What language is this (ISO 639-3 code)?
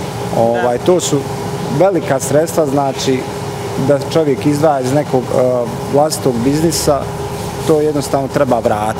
bos